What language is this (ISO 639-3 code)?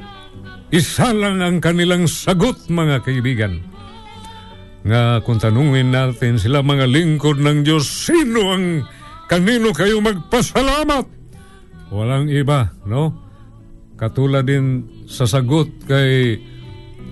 fil